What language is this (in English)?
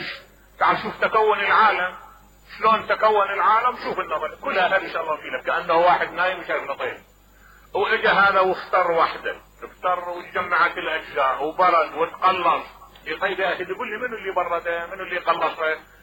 Mesopotamian Arabic